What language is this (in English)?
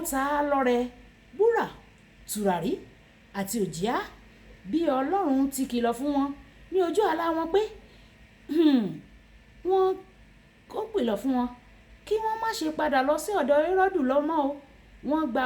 Yoruba